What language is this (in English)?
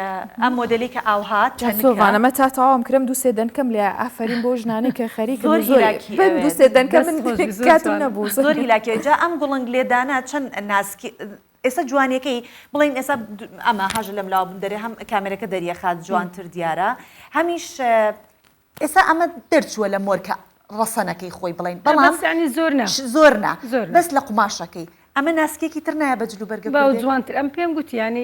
Central Kurdish